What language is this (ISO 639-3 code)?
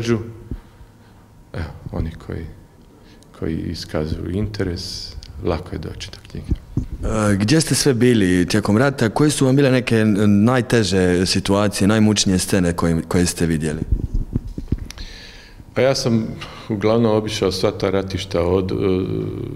hrv